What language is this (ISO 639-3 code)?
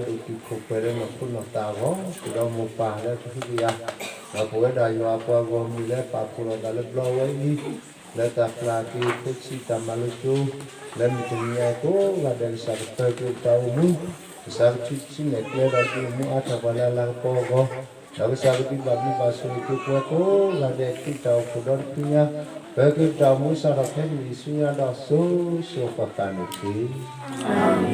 ksw